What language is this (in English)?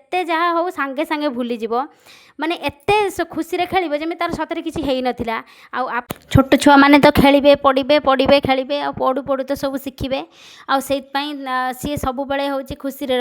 Odia